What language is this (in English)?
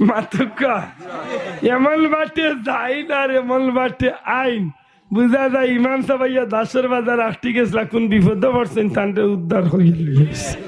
Sylheti